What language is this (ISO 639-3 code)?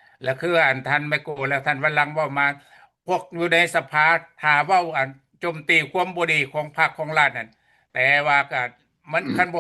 lao